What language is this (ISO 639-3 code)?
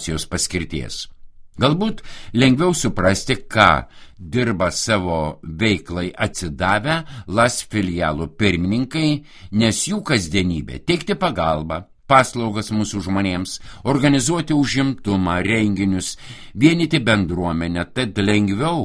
lit